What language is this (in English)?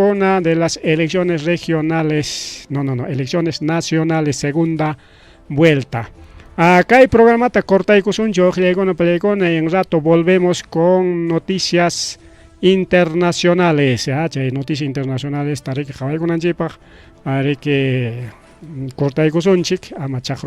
Ayacucho Quechua